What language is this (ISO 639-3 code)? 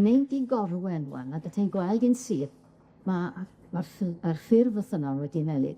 cym